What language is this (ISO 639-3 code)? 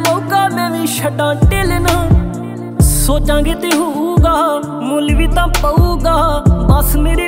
pan